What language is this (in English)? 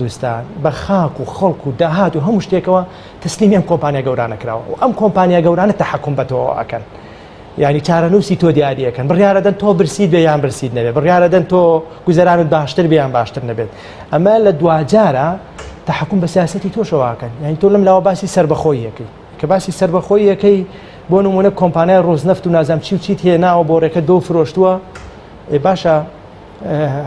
Central Kurdish